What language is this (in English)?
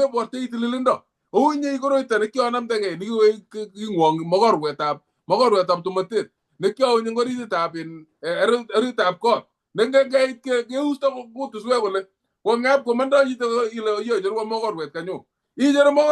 Kalenjin